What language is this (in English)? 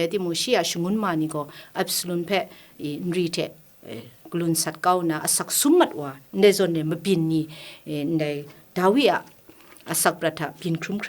Kachin